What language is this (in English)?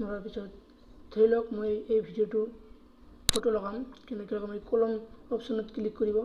Assamese